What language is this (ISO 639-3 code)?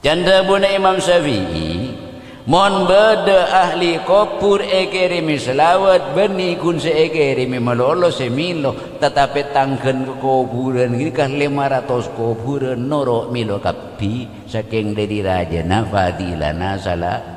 mad